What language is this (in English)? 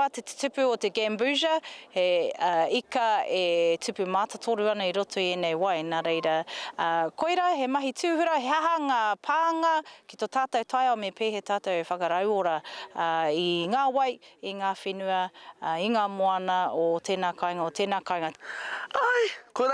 Māori